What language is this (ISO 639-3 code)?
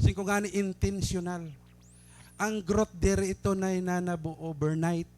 war